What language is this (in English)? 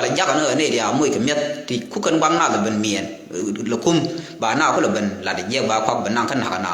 Nuer